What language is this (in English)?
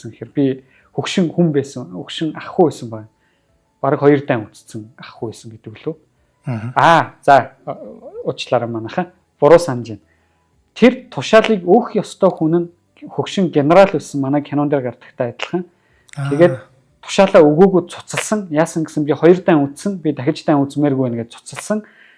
Mongolian